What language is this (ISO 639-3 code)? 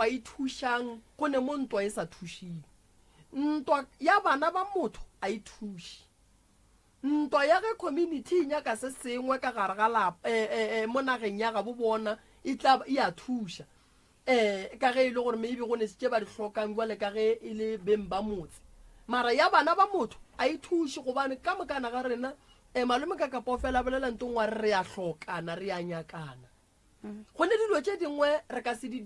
nso